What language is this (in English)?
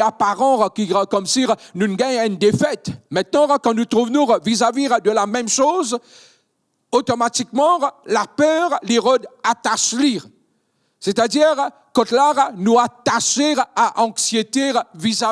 Morisyen